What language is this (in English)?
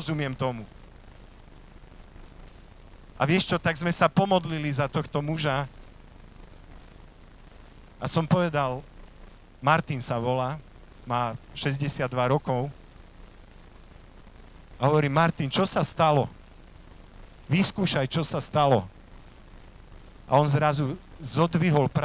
Slovak